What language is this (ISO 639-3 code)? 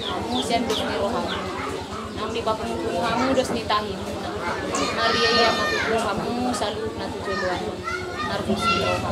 bbc